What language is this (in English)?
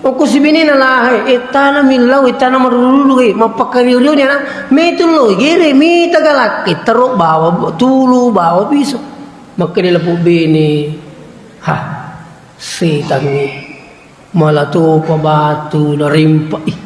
Buginese